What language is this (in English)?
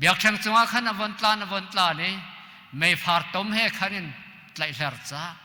Hakha Chin